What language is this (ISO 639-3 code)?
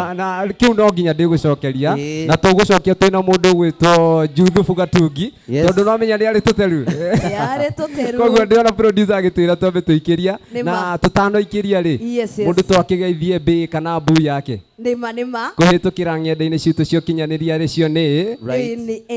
kik